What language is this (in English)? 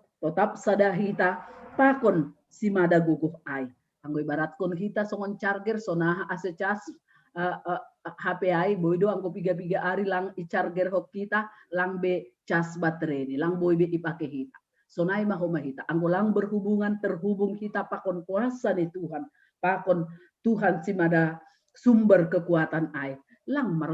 Batak Simalungun